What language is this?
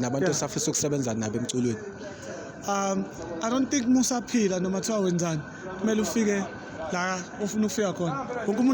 Zulu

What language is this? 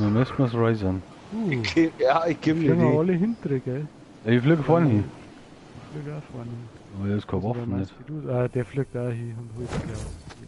Bavarian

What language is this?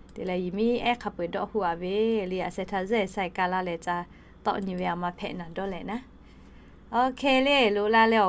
Lahu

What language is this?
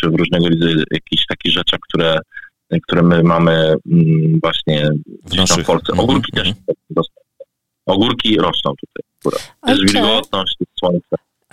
Polish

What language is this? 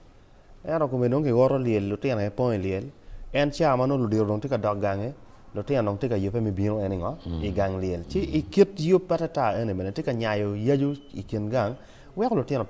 Acoli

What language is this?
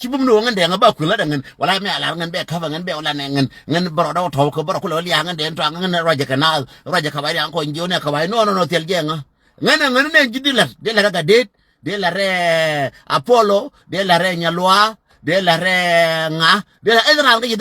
Nuer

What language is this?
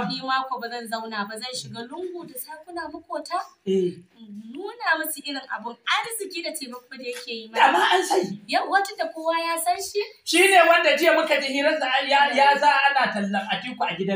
Hausa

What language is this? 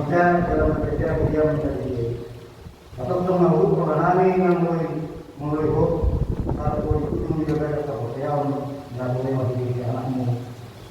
Batak Toba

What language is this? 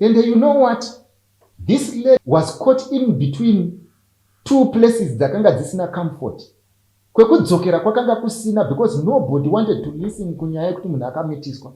Shona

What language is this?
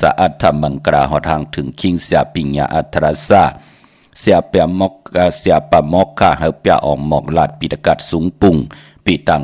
Shan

